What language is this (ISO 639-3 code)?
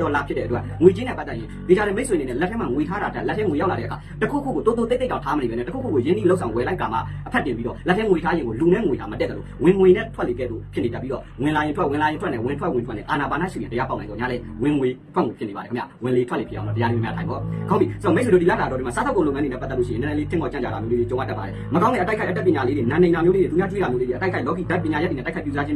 mya